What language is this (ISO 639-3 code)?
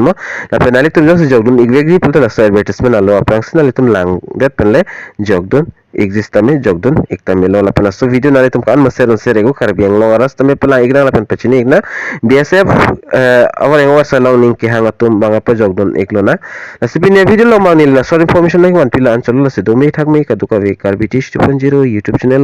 mjw